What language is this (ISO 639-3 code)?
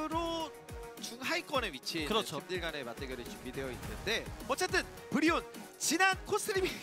kor